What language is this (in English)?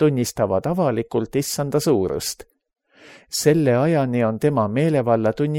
Estonian